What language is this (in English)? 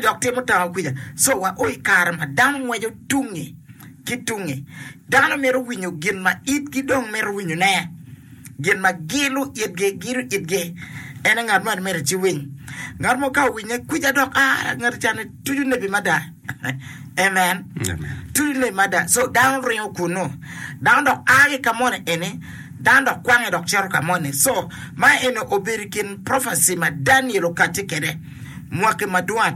Acoli